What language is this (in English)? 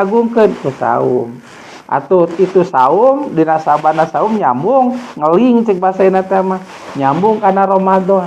Sundanese